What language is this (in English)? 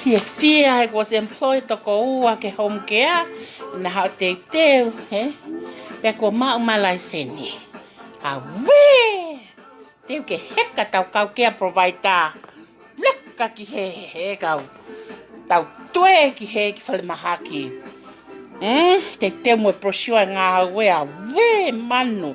Tongan